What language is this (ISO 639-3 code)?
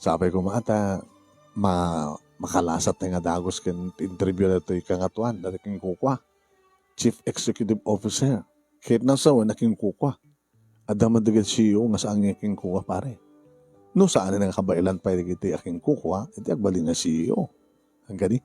ilo